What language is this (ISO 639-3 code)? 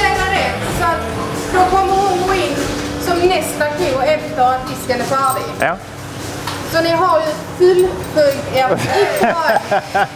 swe